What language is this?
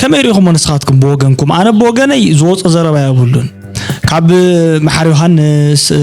Tigrinya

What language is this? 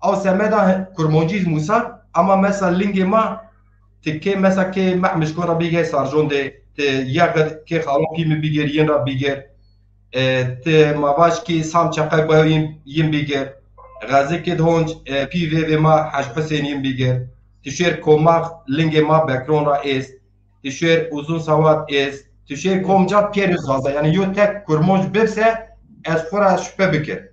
Zaza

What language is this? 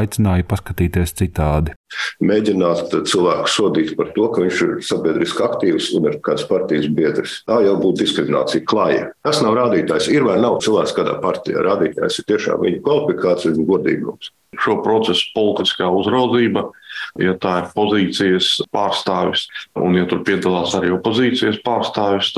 Latvian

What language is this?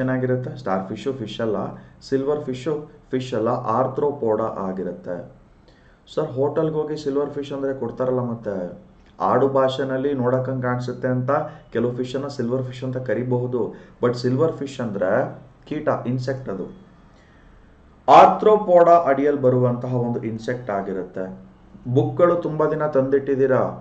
Kannada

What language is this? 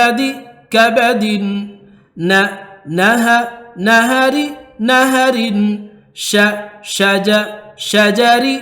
Divehi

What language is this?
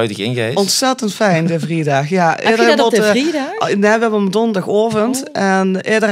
Limburgish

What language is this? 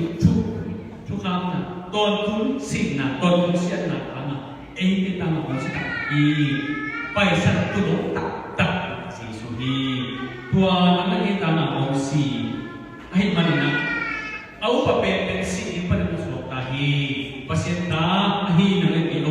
Tedim Chin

